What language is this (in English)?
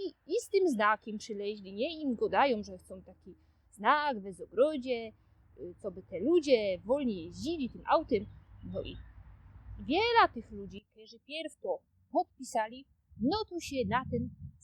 Silesian